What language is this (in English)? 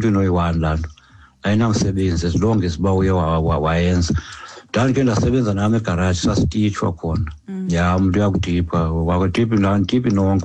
Xhosa